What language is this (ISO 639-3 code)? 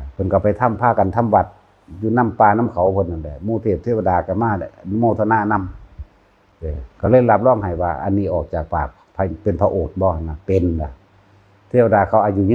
tts